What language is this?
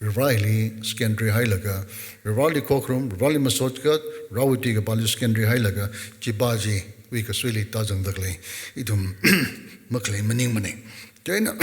Tangkhul Naga (India)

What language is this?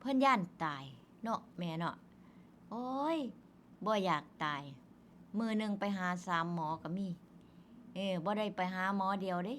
Northeastern Thai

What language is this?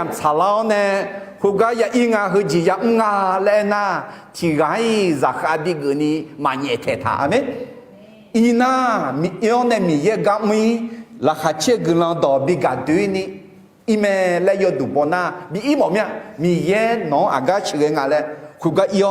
Akha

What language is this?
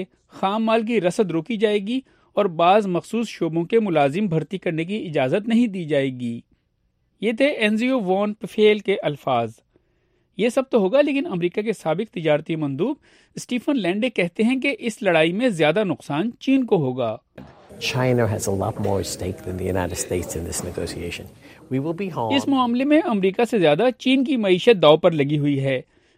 Urdu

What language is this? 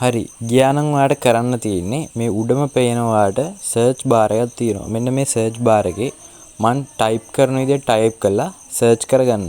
Sinhala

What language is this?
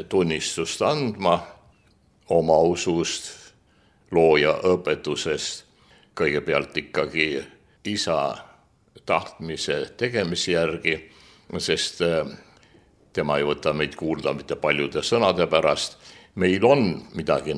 Estonian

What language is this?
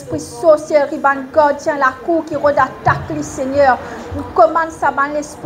Morisyen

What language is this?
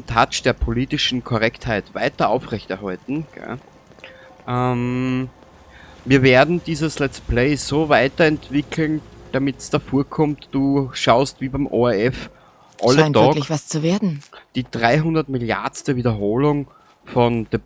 Bavarian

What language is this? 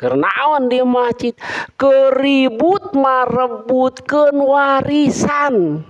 Sundanese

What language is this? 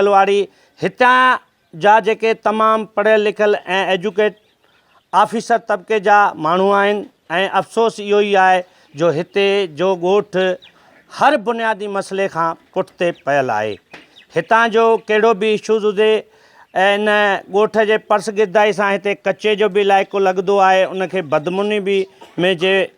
Sindhi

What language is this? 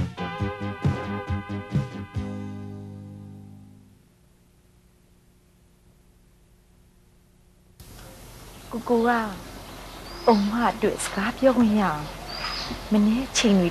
Burmese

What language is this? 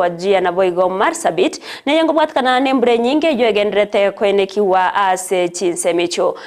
Gusii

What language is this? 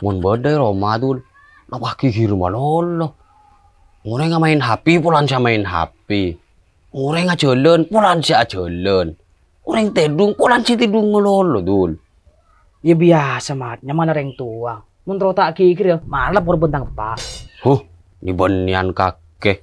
Madurese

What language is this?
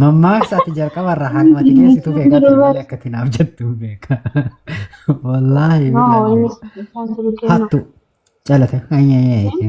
Oromo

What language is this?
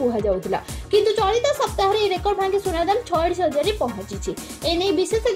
Odia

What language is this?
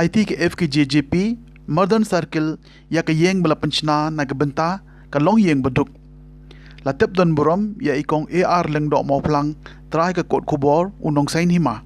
Khasi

